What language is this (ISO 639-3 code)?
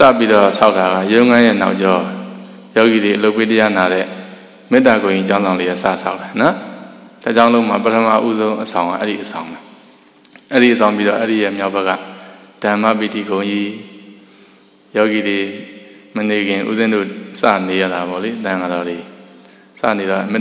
mya